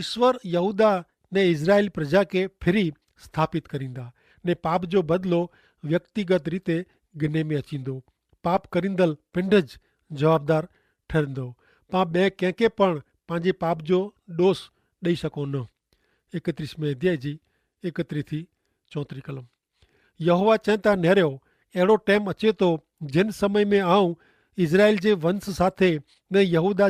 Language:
Kachhi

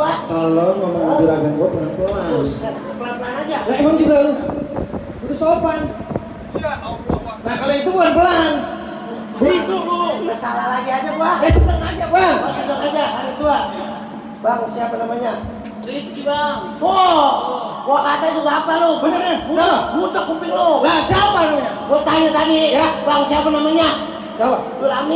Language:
Betawi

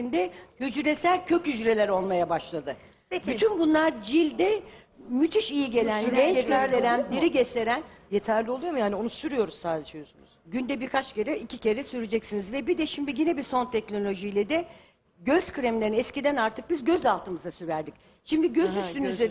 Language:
Turkish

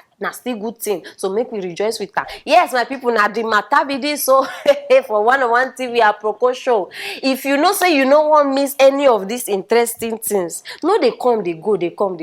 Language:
Nigerian Pidgin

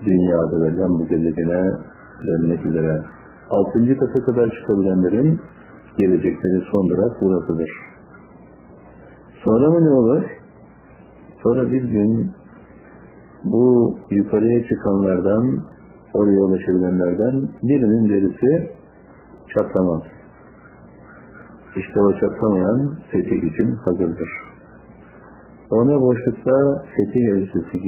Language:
Turkish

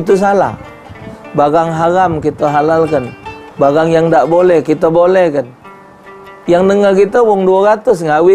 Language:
Musi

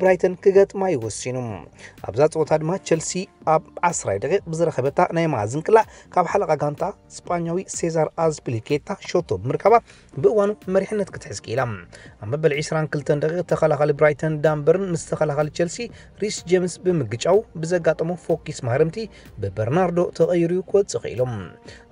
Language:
Tigrinya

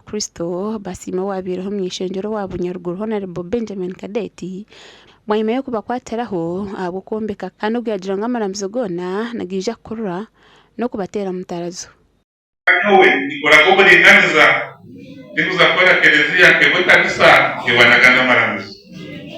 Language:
Nyankole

